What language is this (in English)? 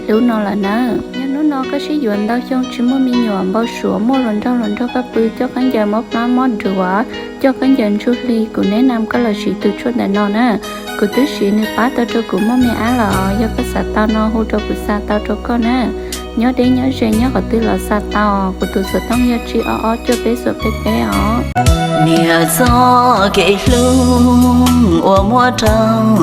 Hmong